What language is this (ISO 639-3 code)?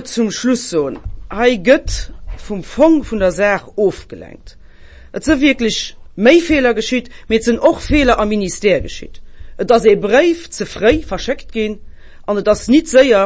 ltz